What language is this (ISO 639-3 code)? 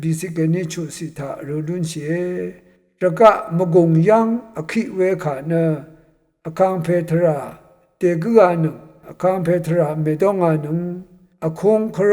raw